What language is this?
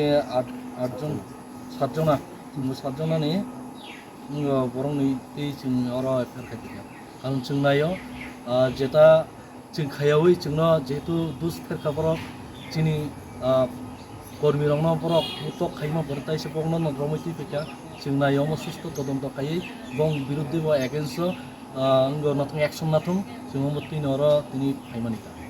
Kok Borok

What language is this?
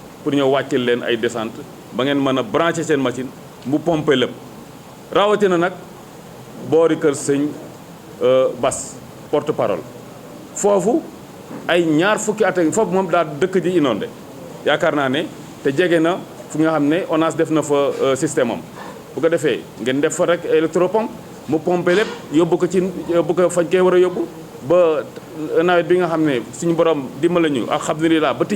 Wolof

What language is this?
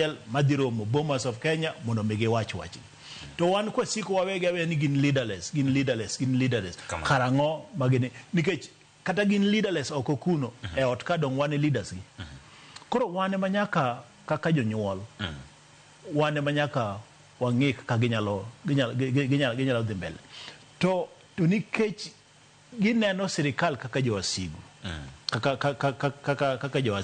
Luo (Kenya and Tanzania)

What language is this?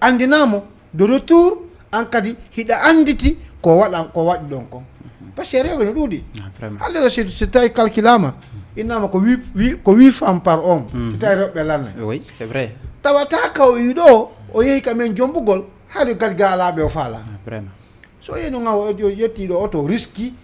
Fula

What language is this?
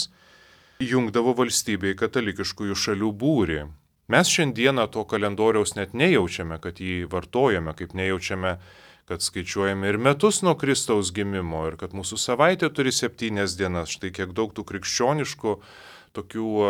Lithuanian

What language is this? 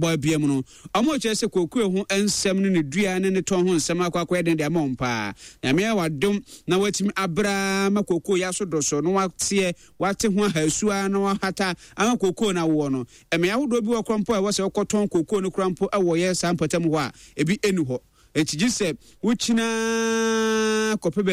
Akan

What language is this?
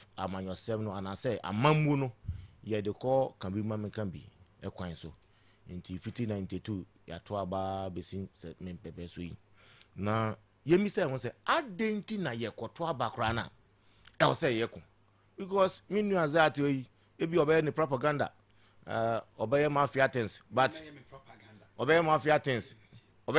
Akan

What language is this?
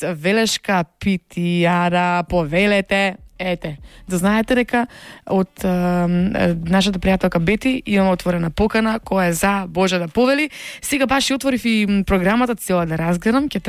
Macedonian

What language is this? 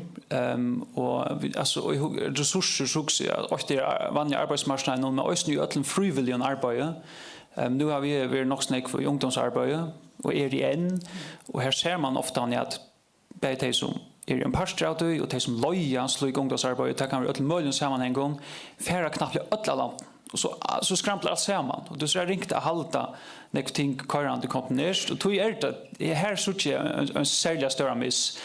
Faroese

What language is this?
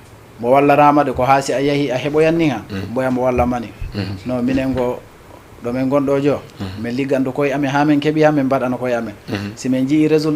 Fula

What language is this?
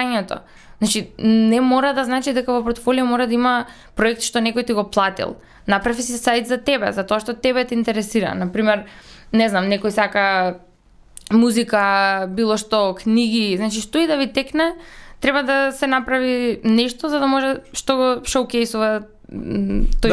Macedonian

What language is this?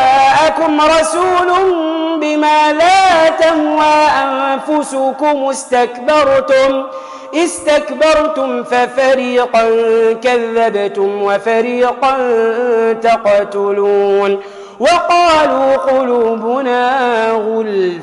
Arabic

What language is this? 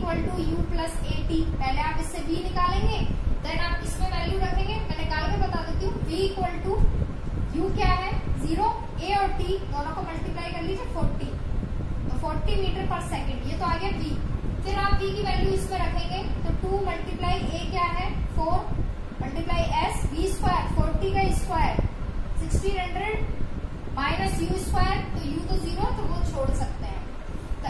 Hindi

